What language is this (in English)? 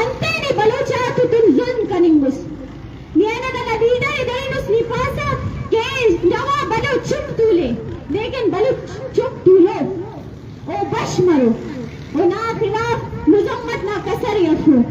Eastern Balochi